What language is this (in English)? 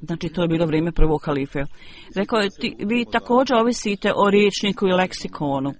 Bosnian